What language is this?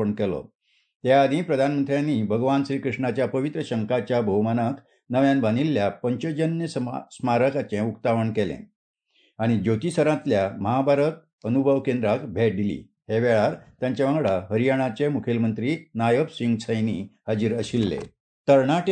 Konkani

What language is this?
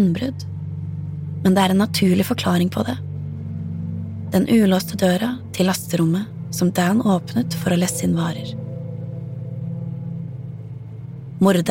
Norwegian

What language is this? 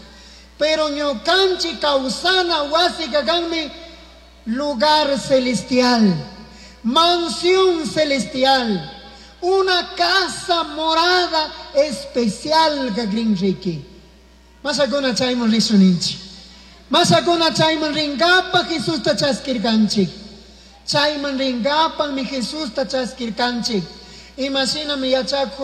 Chimborazo Highland Quichua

